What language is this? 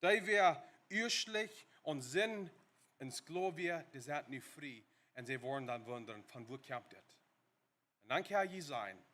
Plautdietsch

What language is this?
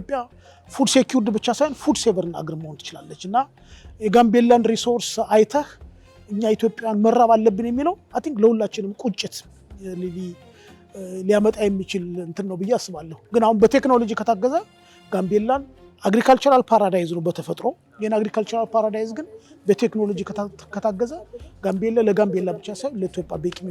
Amharic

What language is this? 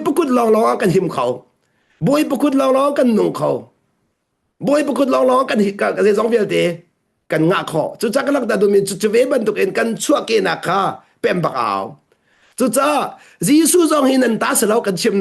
Hakha Chin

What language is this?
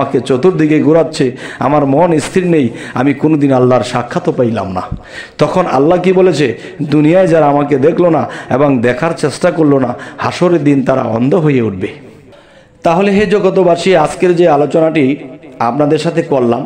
Bangla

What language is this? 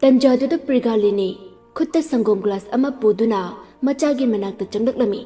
Manipuri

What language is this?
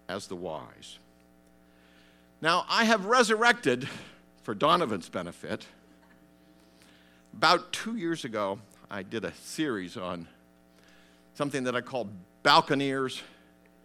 English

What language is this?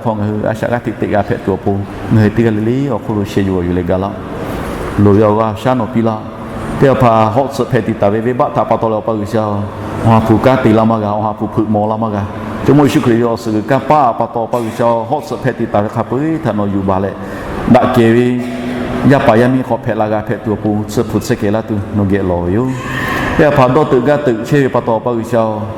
Lahu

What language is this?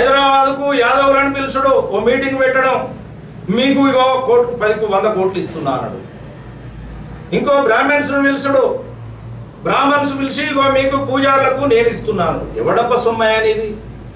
Telugu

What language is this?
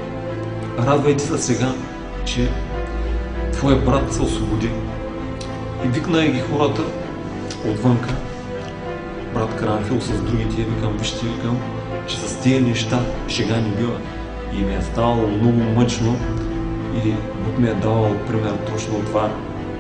Bulgarian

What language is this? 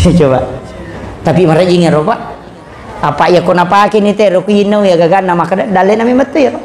Buginese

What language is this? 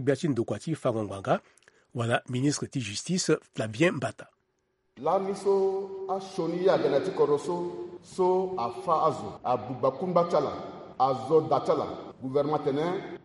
Sango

